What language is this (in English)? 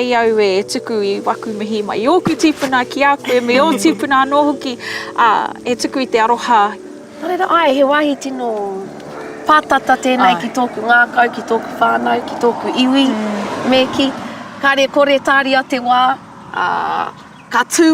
Māori